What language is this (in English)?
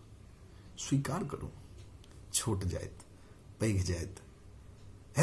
Maithili